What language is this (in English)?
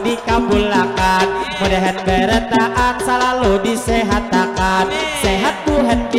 Banjar